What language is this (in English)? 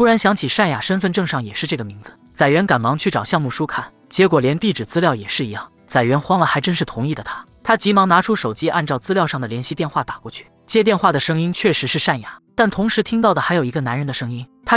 Chinese